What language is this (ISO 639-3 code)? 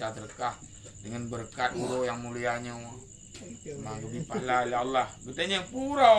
ace